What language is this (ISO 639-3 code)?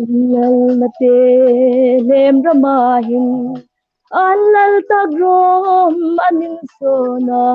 hmr